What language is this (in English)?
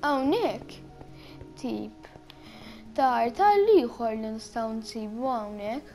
Maltese